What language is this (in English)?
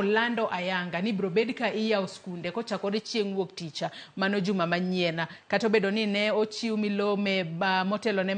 Luo (Kenya and Tanzania)